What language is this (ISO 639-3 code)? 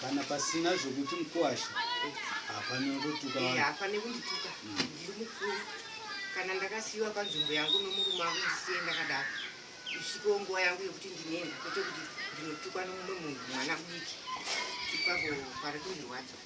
sna